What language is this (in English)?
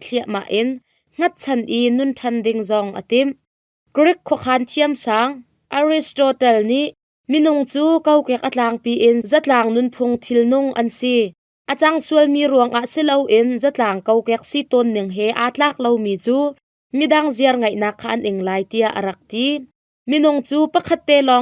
Hakha Chin